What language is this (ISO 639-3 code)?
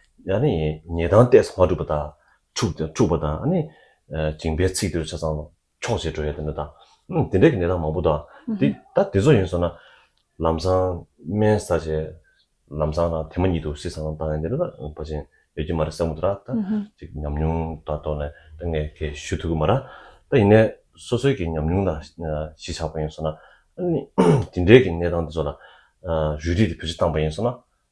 bod